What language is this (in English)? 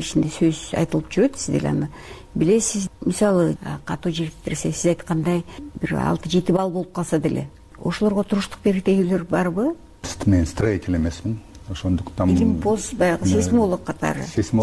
Kyrgyz